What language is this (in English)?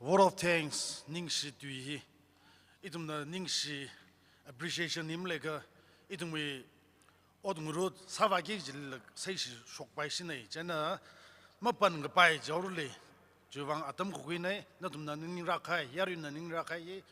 Tangkhul Naga (India)